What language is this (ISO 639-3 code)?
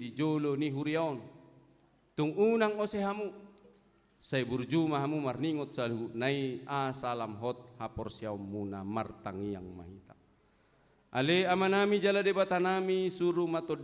bbc